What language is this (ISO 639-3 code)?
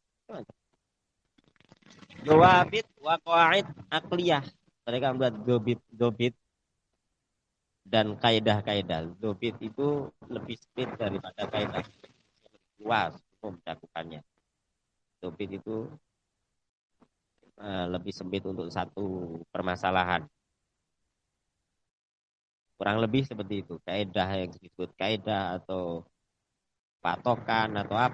ind